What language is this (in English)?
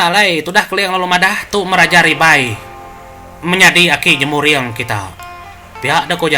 Iban